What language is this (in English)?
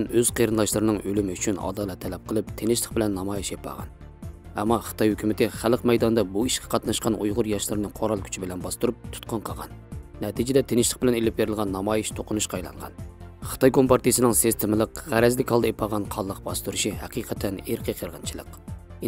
Uyghur